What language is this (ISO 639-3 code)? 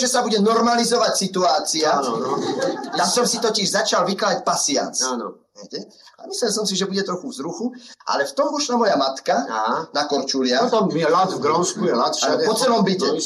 slk